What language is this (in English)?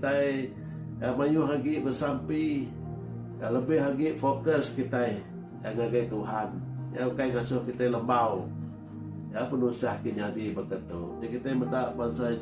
Iban